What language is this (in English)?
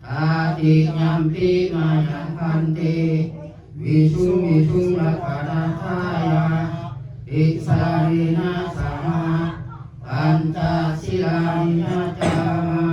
Pali